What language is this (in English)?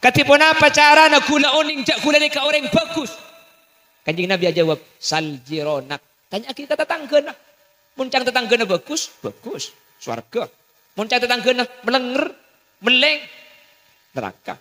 Madurese